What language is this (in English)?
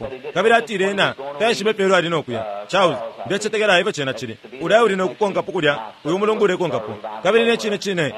Bemba